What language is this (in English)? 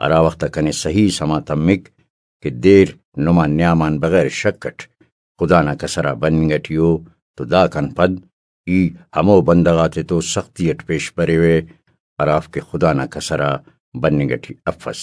Brahui